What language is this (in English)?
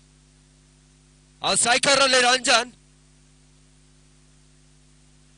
Kannada